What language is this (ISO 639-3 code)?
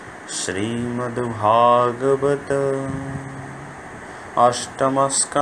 ori